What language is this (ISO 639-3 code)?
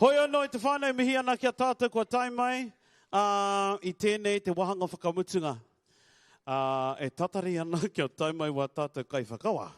mri